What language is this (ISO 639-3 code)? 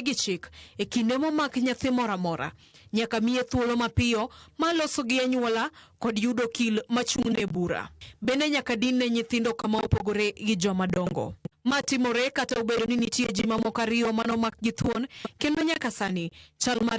luo